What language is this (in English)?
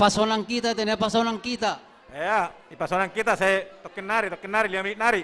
Batak Simalungun